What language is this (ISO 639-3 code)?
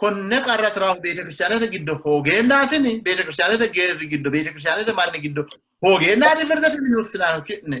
sid